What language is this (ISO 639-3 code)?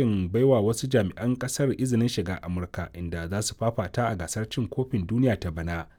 hau